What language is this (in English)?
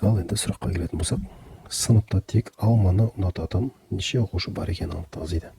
Kazakh